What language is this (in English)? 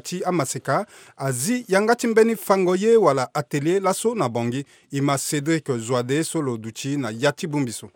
Sango